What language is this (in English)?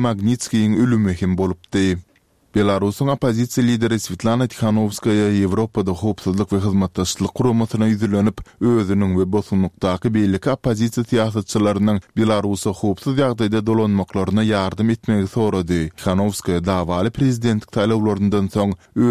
Turkmen